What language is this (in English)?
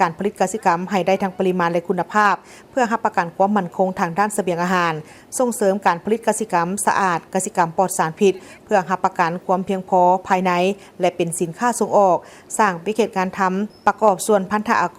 Lao